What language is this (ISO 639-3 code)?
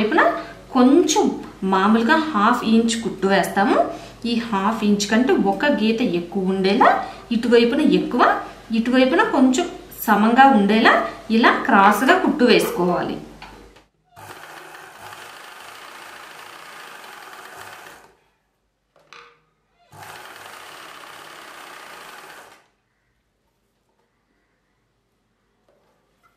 tel